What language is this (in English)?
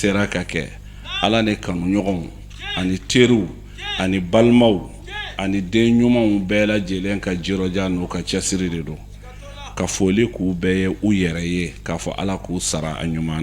Bambara